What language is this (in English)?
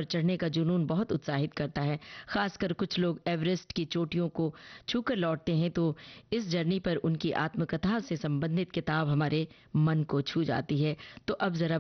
Hindi